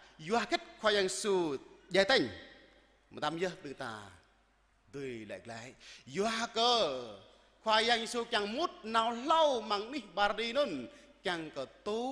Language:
Jarai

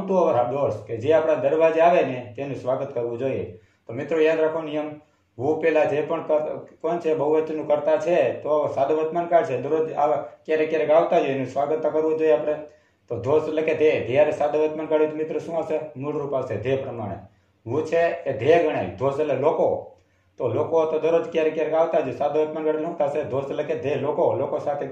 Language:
Gujarati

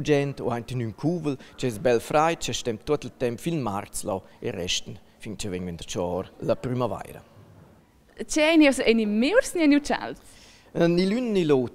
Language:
Romansh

